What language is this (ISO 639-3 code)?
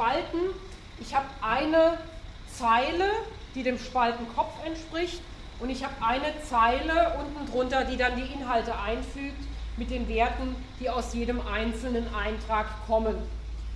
deu